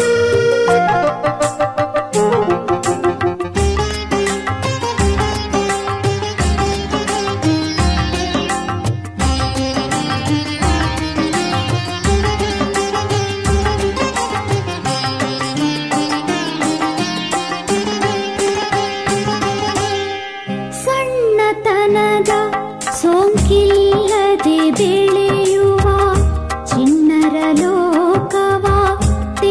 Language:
Kannada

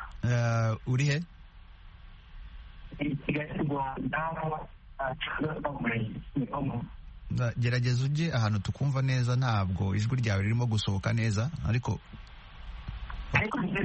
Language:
Kinyarwanda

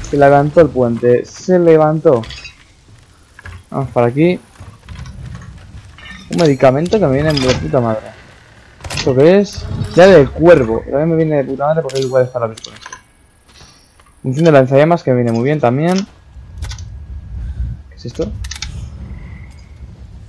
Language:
Spanish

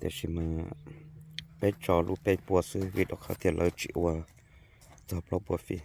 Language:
Hmong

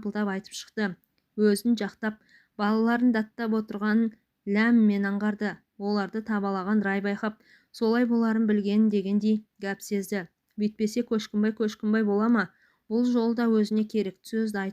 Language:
Kazakh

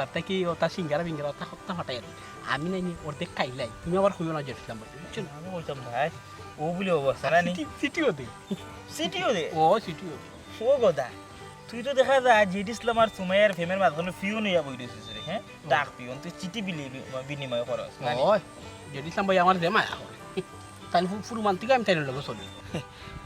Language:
Sylheti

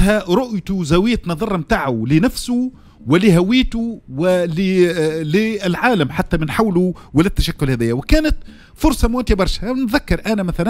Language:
Tunisian Arabic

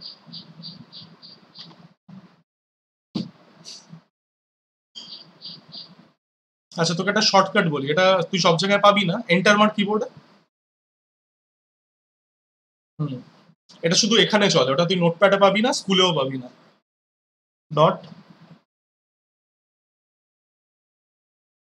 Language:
Bangla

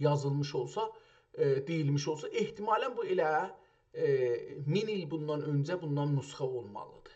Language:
South Azerbaijani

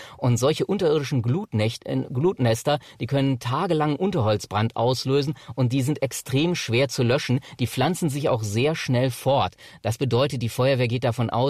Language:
German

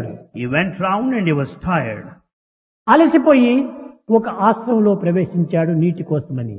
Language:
Telugu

